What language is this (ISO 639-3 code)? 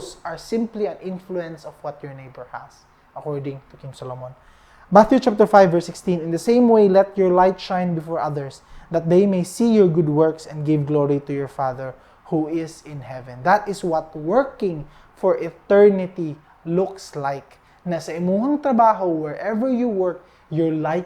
ceb